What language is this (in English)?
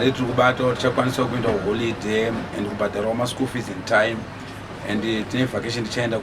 Shona